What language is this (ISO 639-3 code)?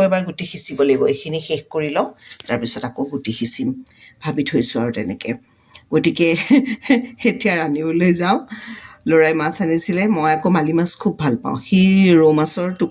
asm